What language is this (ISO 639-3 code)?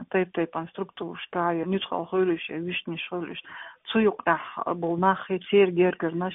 che